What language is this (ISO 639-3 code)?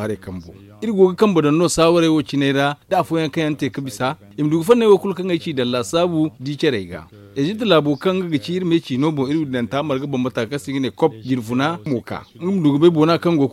dje